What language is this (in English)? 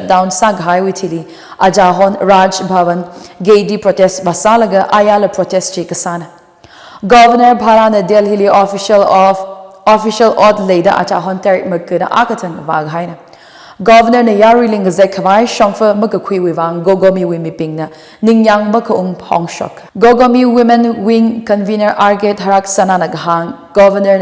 Tangkhul Naga (India)